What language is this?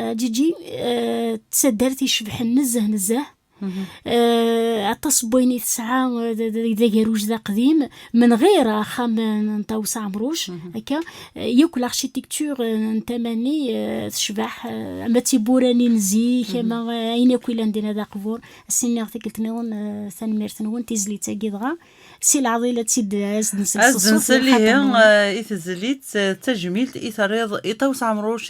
Kabyle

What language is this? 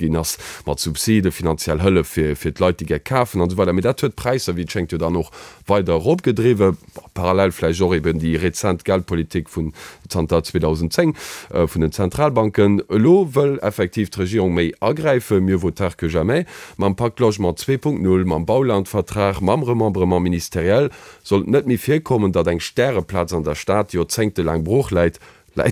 Luxembourgish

